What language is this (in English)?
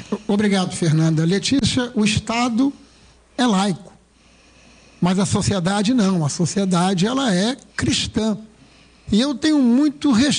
Portuguese